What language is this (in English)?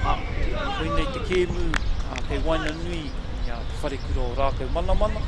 Māori